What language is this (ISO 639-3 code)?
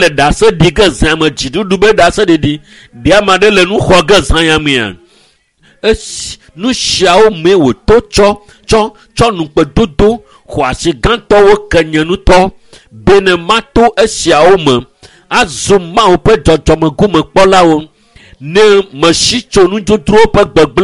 ewe